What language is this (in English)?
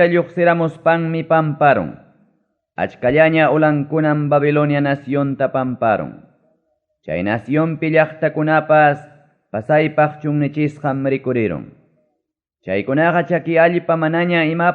Ayacucho Quechua